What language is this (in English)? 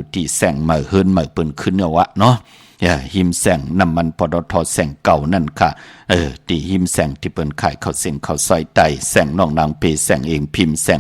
Shan